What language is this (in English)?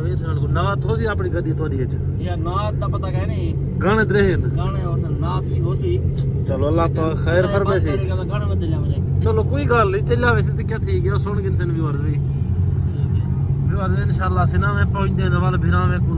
Saraiki